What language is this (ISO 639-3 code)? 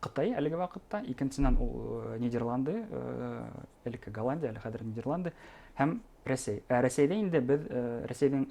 bak